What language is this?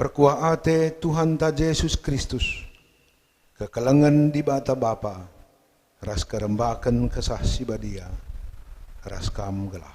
Batak Karo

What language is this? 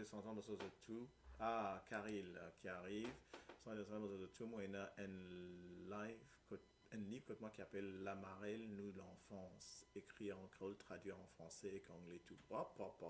Morisyen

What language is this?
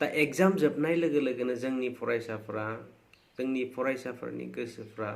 Bodo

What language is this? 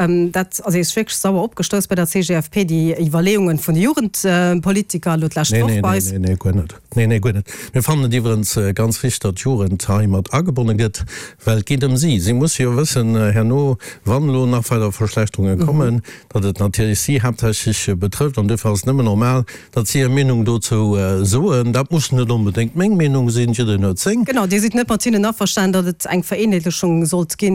Luxembourgish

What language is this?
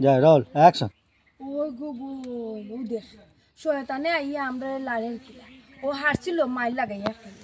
Sylheti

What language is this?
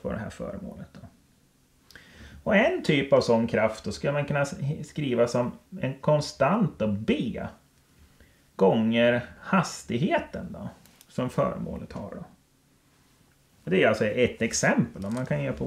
Swedish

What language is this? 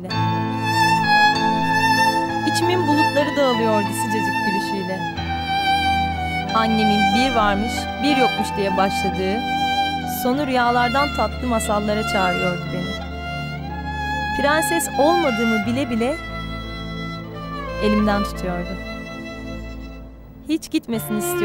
Turkish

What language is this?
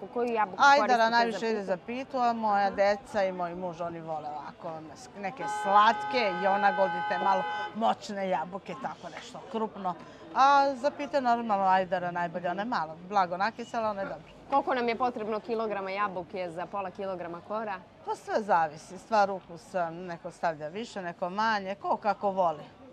Serbian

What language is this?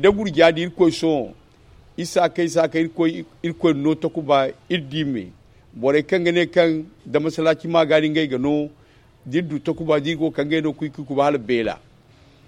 Zarma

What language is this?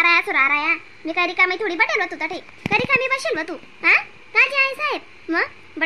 Khandesi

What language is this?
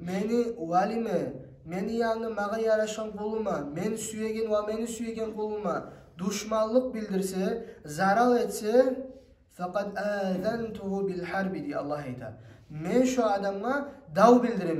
Kumyk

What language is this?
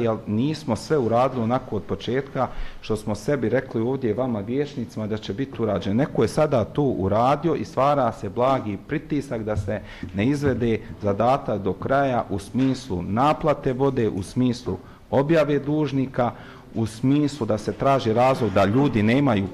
Bosnian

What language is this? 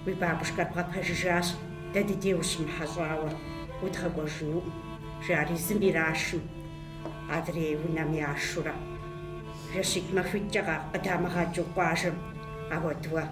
Kabardian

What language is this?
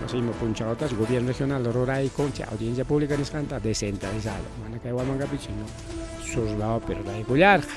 Ayacucho Quechua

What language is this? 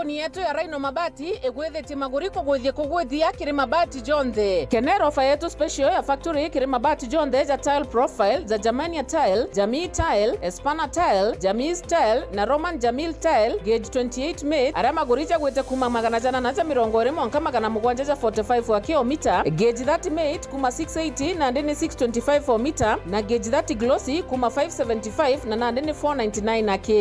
Meru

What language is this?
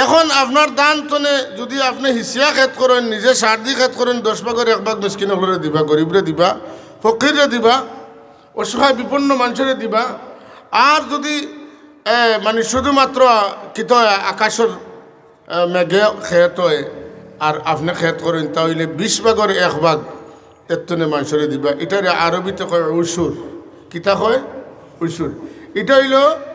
Sylheti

